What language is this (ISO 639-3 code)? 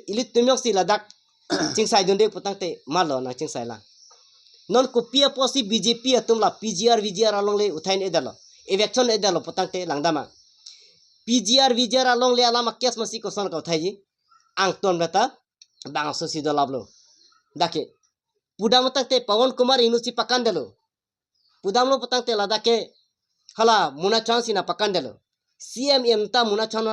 mjw